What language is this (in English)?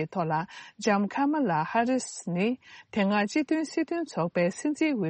Tibetan